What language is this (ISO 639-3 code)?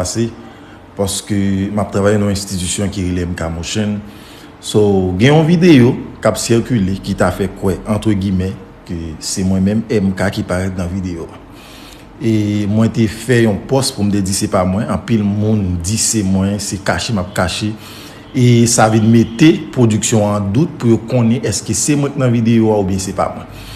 hat